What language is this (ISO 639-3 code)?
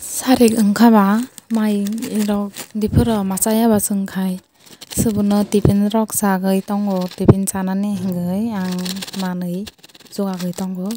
trp